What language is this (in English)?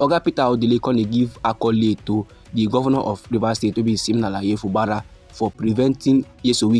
Nigerian Pidgin